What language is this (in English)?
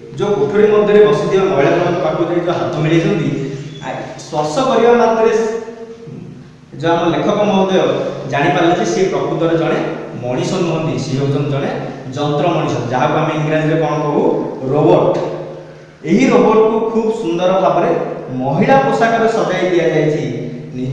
Odia